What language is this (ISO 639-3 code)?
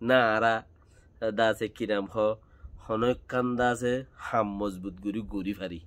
rhg